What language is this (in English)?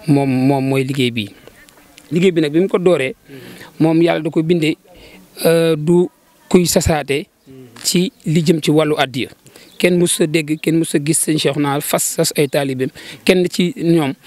Wolof